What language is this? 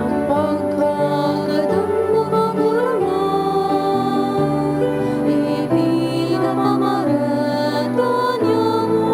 Bikol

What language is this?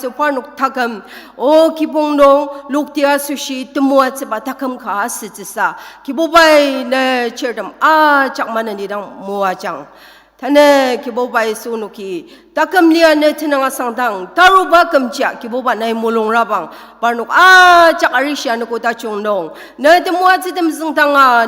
Ao Naga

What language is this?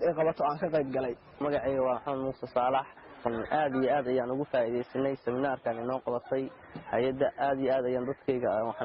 Somali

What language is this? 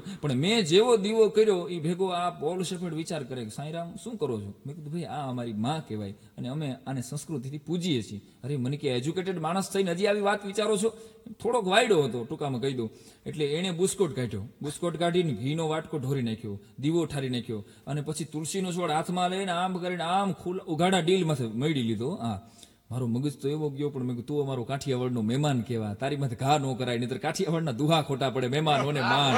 Gujarati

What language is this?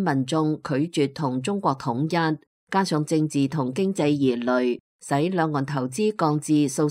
Cantonese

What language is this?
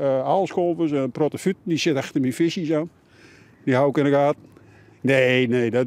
Western Frisian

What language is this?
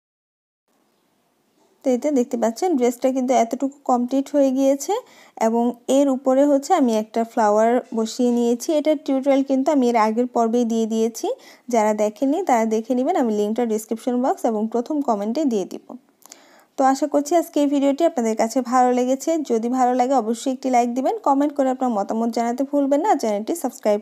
Bangla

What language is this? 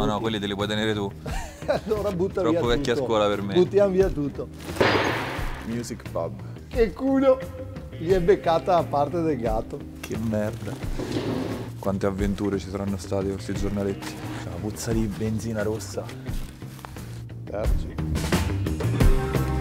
Italian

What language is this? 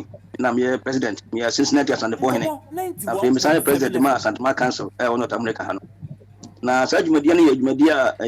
Akan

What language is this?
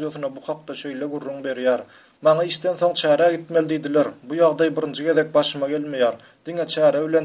Turkmen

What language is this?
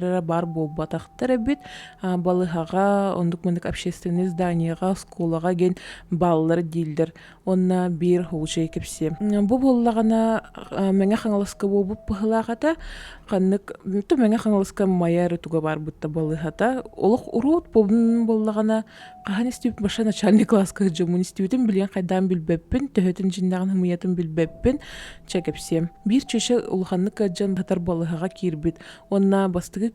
Yakut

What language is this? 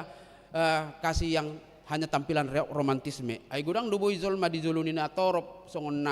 Batak Toba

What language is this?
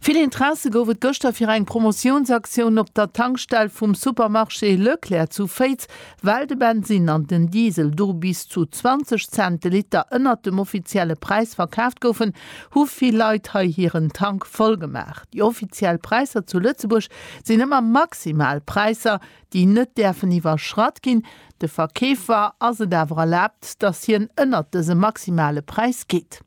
Luxembourgish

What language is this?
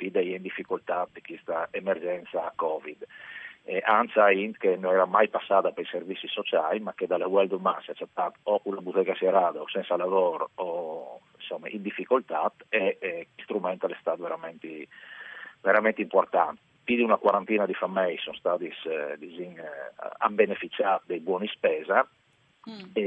Friulian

